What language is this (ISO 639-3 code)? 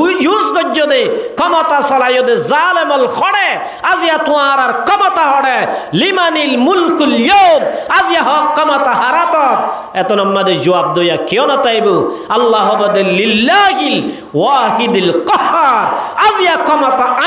rhg